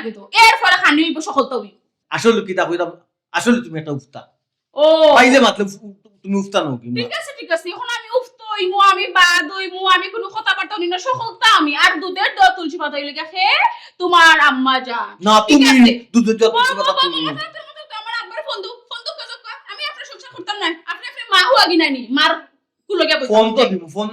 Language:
Sylheti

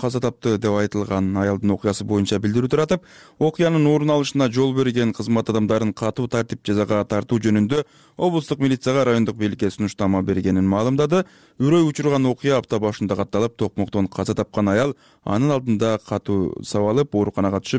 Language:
Kyrgyz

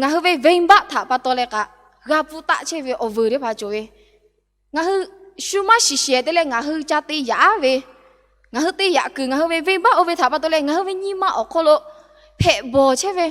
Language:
Lahu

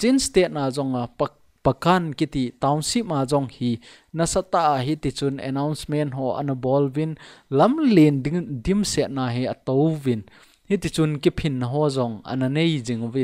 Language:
Thado Chin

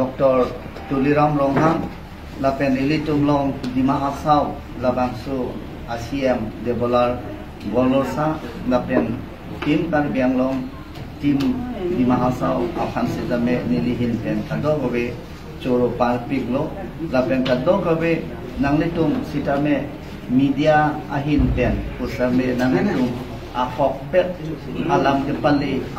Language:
Karbi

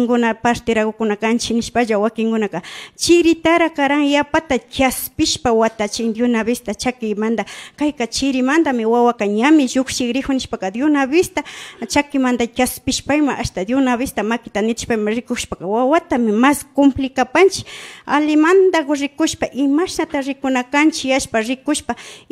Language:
Imbabura Highland Quichua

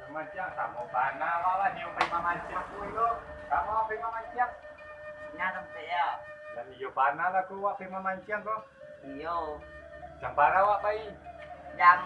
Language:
Minangkabau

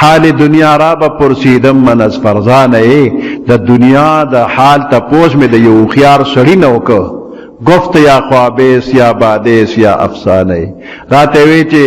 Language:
Pashto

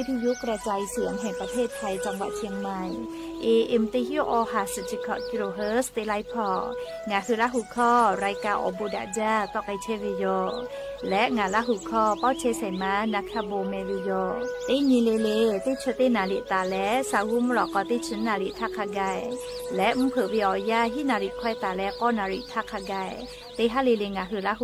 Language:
Lahu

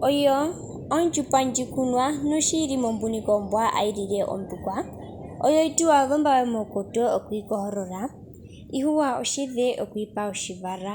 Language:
Ndonga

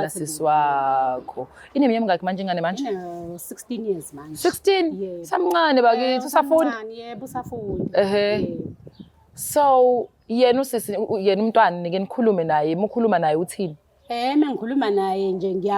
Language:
Zulu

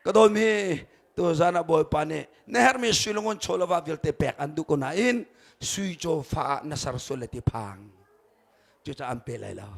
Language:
Hakha Chin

